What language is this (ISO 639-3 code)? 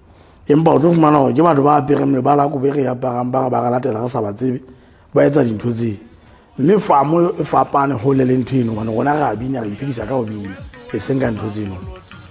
sot